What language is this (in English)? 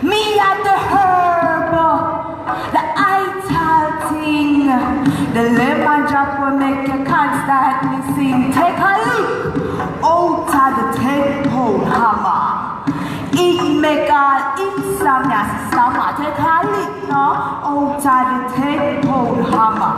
Jamaican Creole English